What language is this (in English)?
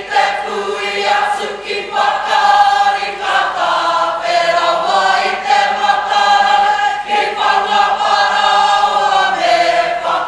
Māori